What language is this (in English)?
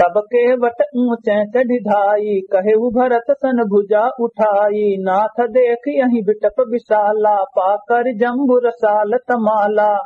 Awadhi